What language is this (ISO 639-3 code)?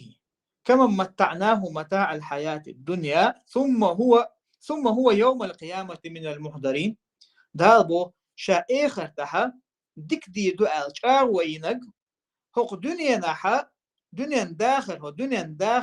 che